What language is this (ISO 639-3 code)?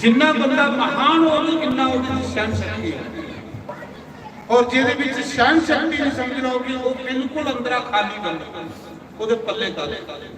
doi